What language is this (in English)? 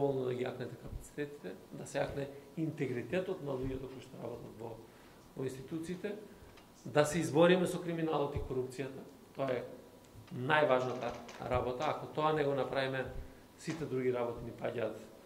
Macedonian